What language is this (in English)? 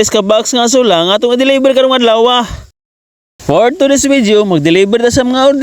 Cebuano